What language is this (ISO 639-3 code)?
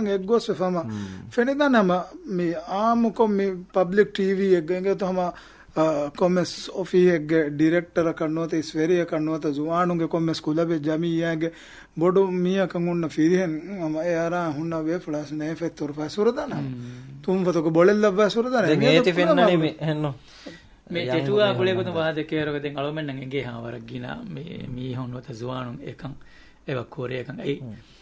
div